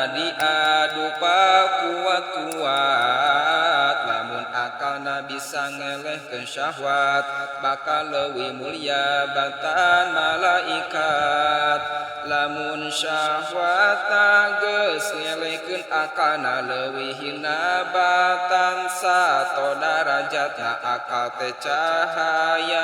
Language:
Sundanese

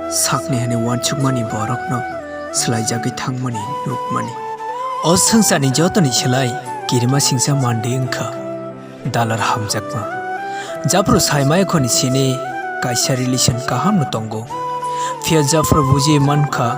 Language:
Kok Borok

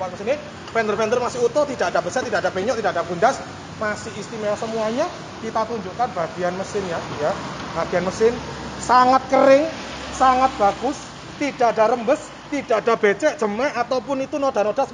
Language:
Indonesian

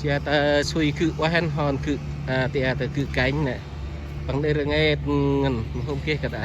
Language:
Central Mnong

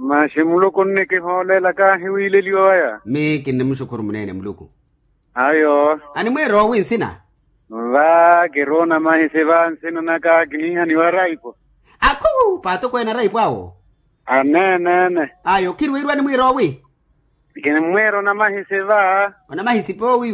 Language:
Makhuwa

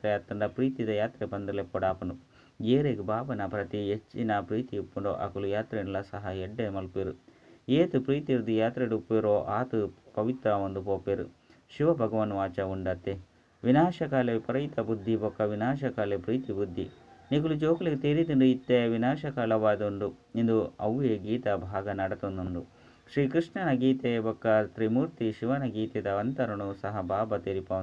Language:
Tulu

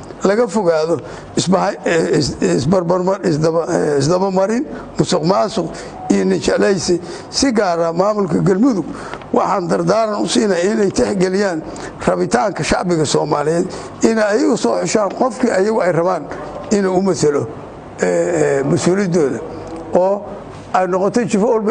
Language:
Somali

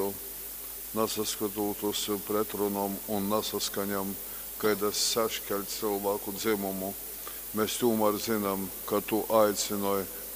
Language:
Latgalian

